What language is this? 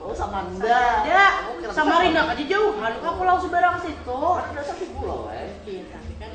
Banjar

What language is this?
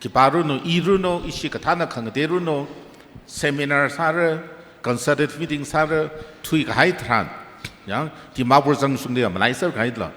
Tangkhul Naga (India)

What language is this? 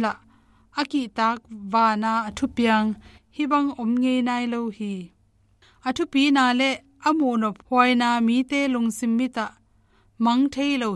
Tedim Chin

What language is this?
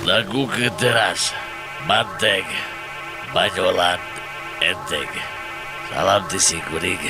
Sundanese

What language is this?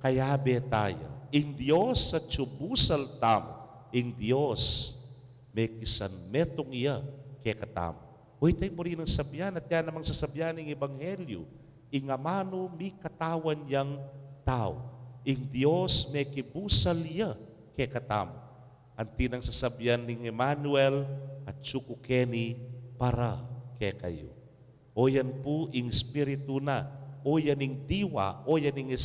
Pampanga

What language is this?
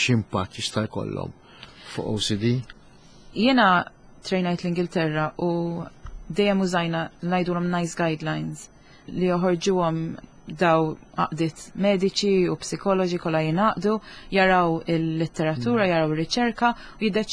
Maltese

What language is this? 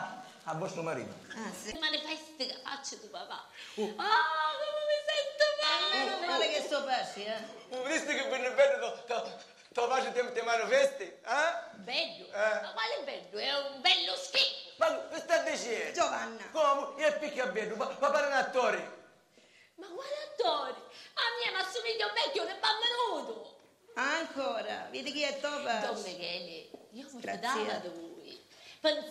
Sicilian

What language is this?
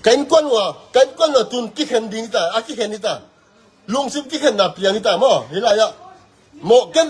Tedim Chin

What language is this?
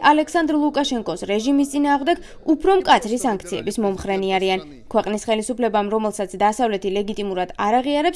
Georgian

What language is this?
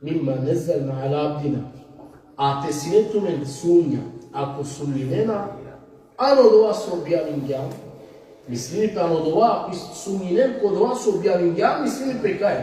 Balkan Romani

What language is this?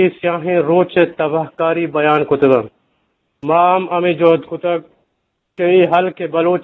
Eastern Balochi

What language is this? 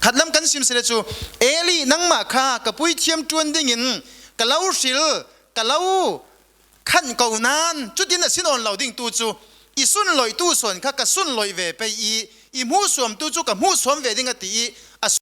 Falam Chin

